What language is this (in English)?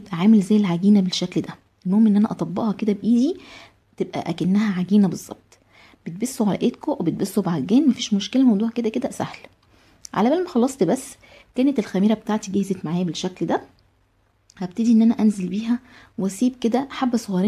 Egyptian Arabic